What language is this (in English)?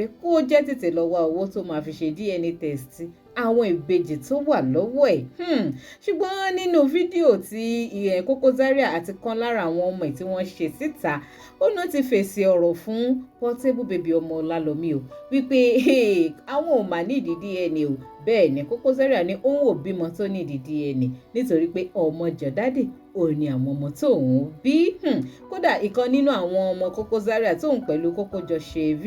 Yoruba